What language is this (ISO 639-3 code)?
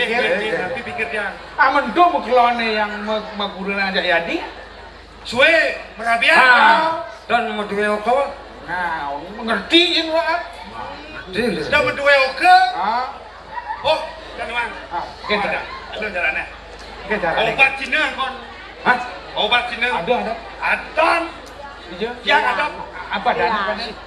ban